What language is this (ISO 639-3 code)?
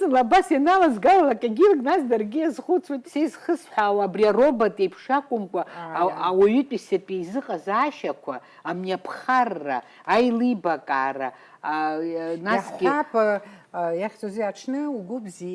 abk